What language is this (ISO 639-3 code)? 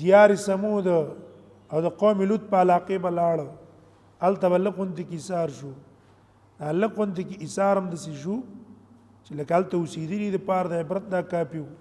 pus